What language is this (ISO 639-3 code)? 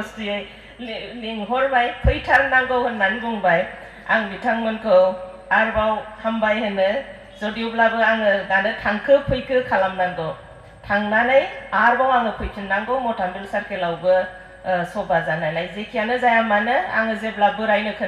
brx